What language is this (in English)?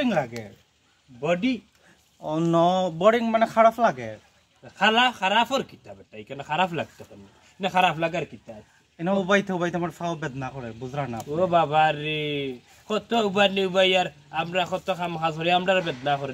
Sylheti